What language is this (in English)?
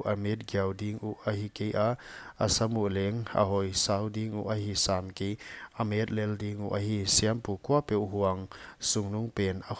Paite Chin